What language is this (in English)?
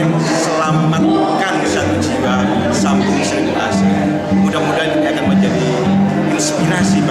Indonesian